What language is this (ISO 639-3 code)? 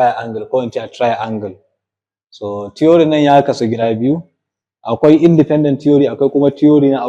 hau